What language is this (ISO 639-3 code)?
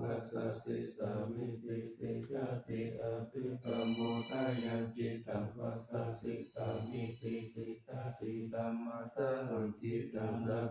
pli